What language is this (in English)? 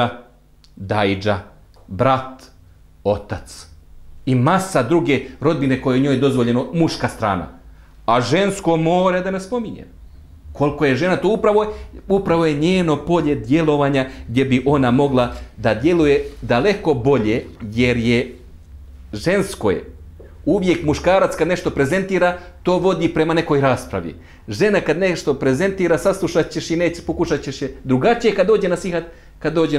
Bosnian